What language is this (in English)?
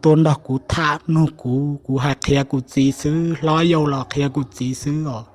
Hmong